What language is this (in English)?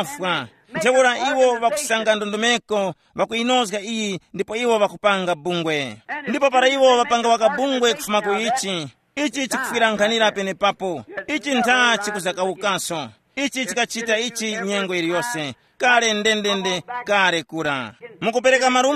Tumbuka